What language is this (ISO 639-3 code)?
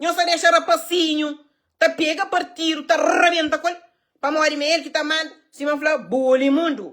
kea